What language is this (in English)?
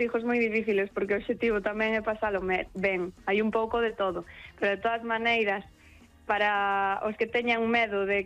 Galician